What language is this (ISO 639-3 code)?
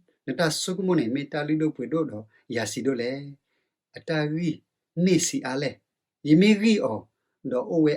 ksw